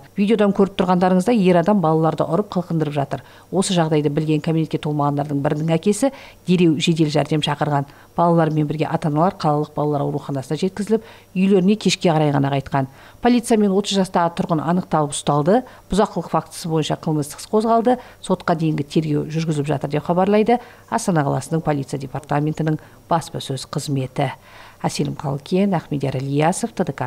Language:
Kazakh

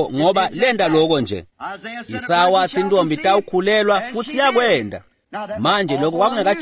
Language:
Swati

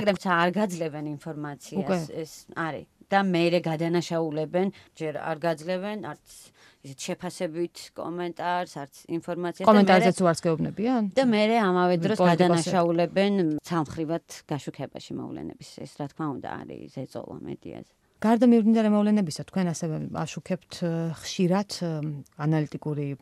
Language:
Georgian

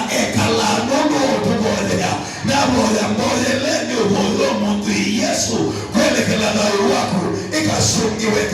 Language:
Kamba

